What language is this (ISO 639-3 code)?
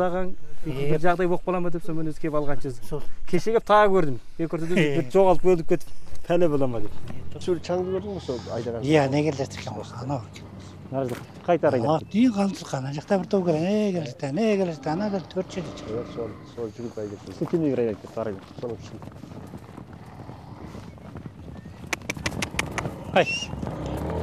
kaz